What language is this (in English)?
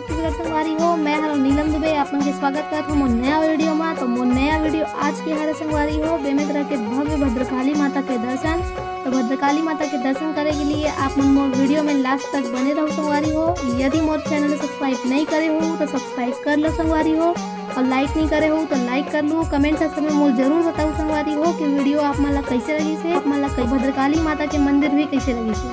Chhattisgarhi